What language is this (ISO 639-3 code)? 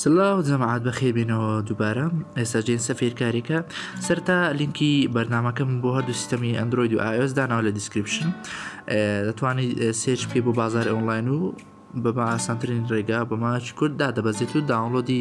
ckb